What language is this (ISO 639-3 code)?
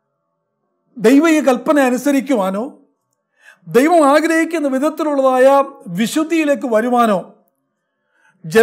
mal